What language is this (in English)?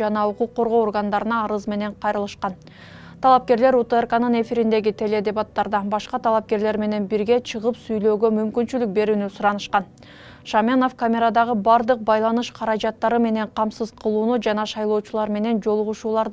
Kyrgyz